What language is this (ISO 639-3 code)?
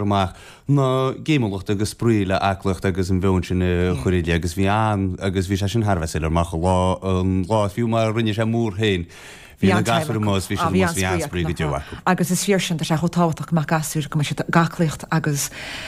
gle